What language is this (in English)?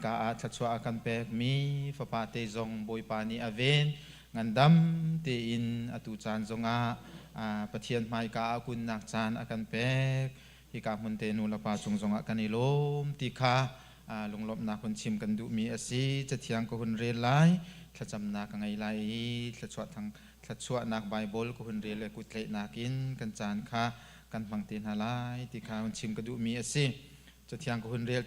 Hakha Chin